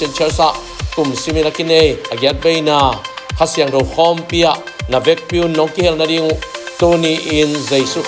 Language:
Tedim Chin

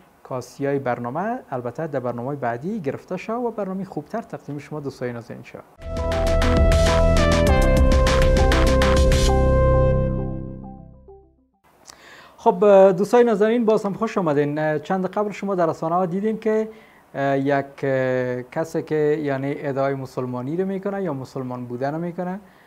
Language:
Persian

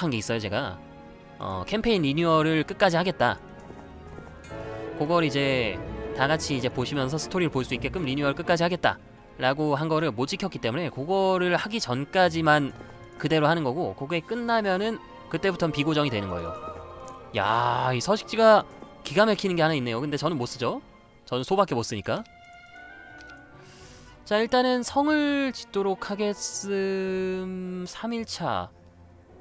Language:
Korean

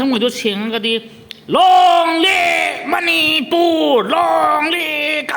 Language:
Manipuri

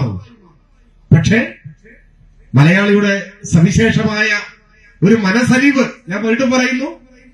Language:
Malayalam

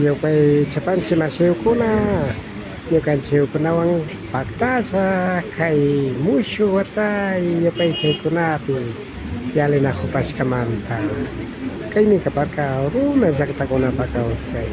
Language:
Imbabura Highland Quichua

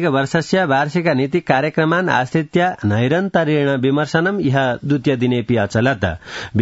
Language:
Sanskrit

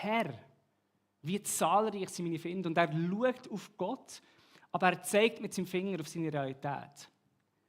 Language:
Swiss German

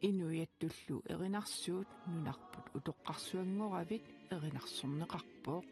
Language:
Kalaallisut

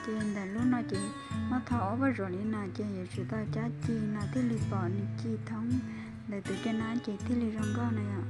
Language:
Hmong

